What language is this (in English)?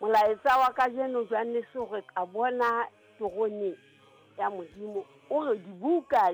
Southern Sotho